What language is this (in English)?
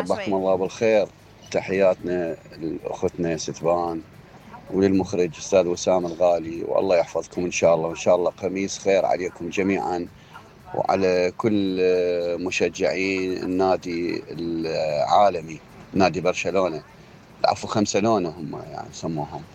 Mesopotamian Arabic